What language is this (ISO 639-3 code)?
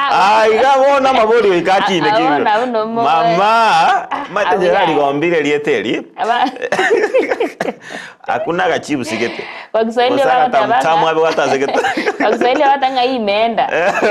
guz